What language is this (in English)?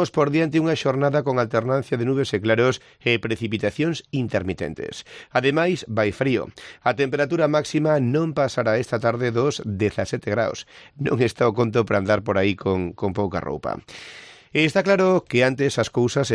Galician